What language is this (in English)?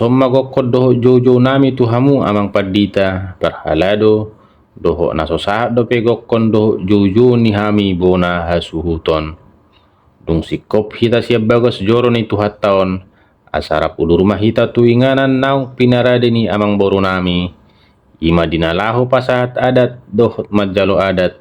Batak Toba